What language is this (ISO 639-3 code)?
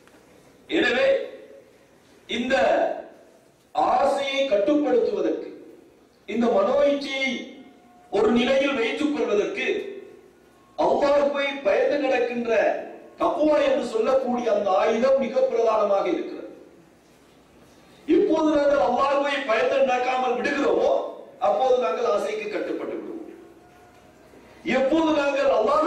tam